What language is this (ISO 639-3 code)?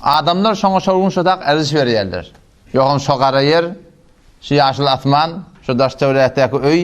tuk